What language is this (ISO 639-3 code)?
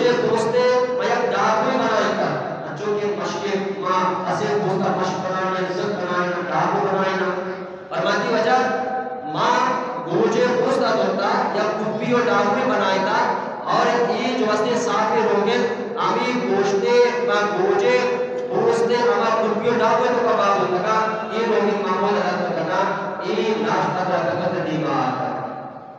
bgp